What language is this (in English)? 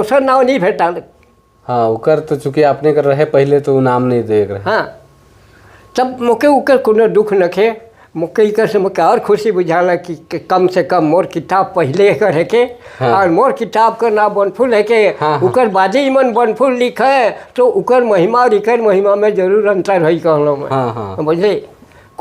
Sadri